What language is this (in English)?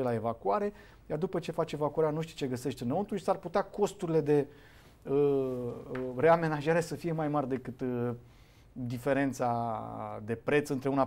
Romanian